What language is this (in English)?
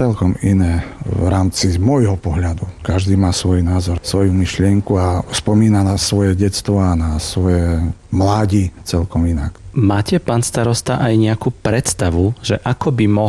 Slovak